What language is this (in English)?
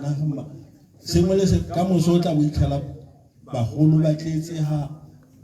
Tswana